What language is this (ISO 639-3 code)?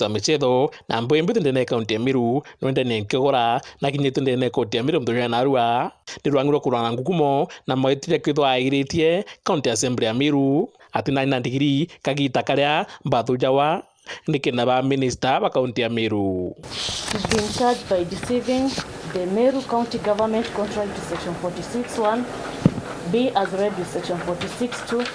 mer